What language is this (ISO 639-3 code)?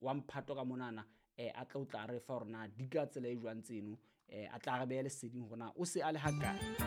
sot